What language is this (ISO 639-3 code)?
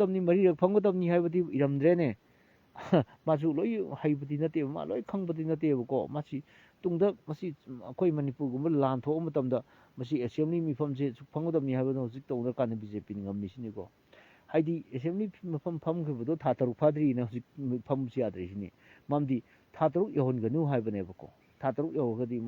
mni